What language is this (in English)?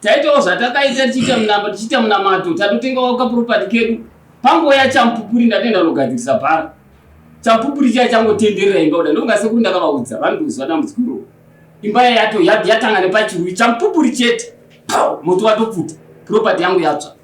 Shona